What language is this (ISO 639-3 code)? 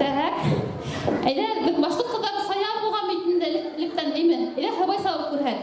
bak